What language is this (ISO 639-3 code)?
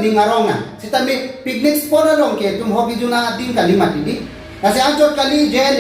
mjw